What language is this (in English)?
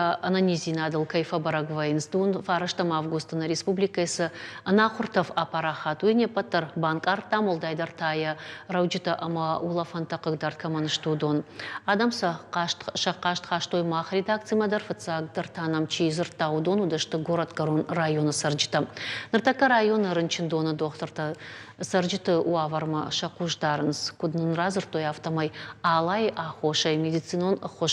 Ossetic